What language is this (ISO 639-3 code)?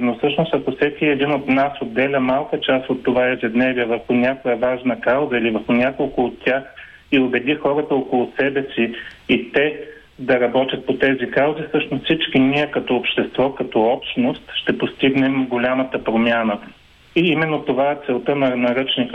bul